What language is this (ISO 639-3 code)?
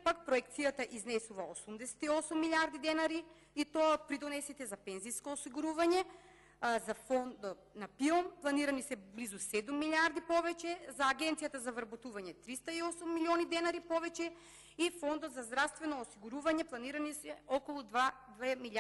mkd